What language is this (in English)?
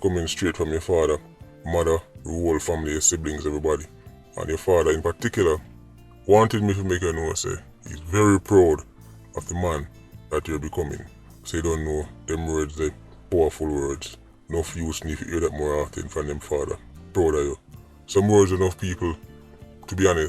Jamaican Creole English